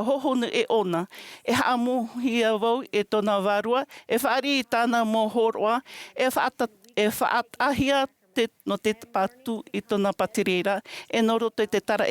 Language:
Tahitian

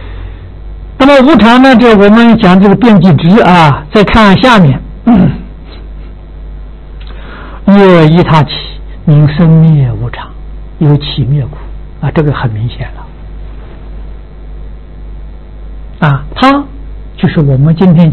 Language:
Chinese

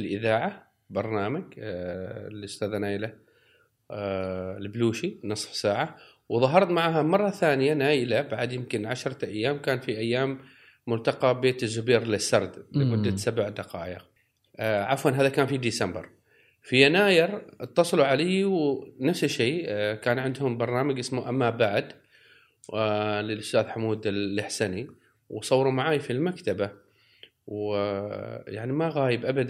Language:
Gulf Arabic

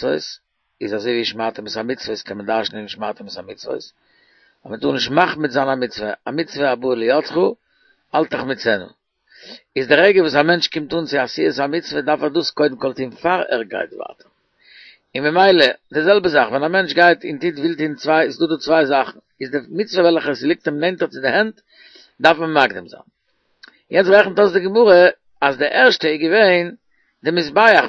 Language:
Yiddish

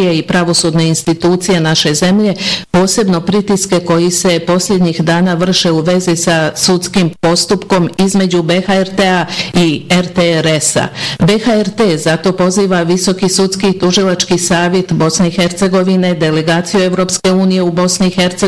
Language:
Bosnian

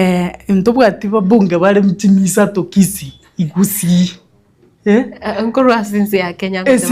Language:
Gusii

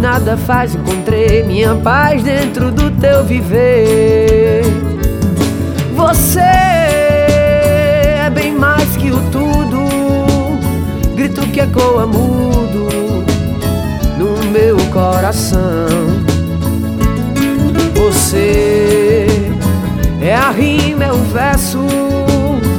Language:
Portuguese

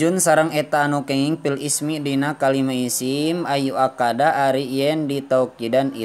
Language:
Sundanese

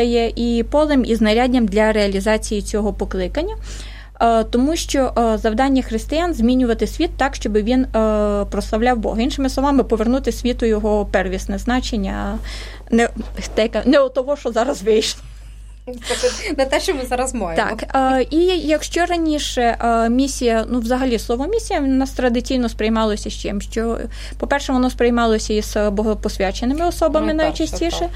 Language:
Ukrainian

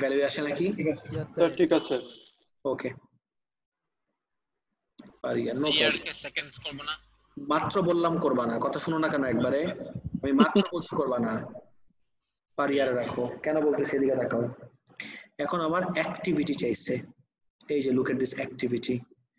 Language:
Bangla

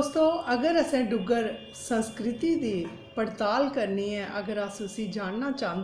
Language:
Dogri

